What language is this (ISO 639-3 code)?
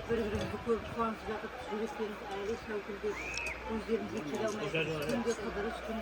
kaa